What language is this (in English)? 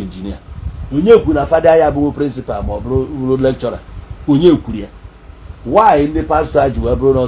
Igbo